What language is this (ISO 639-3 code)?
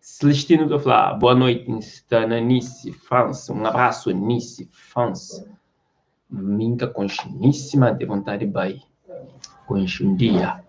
kea